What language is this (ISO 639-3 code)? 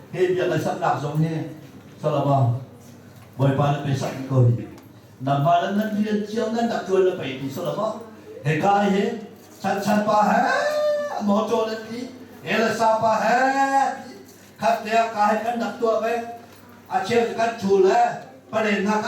cnh